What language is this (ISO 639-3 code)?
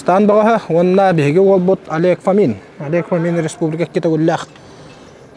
sah